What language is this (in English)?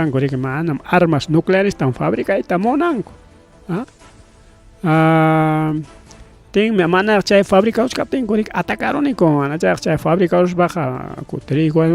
Ayacucho Quechua